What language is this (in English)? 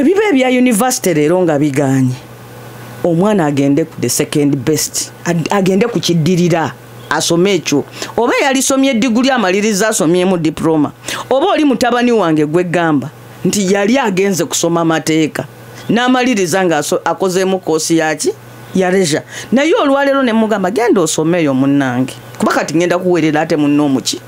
Ganda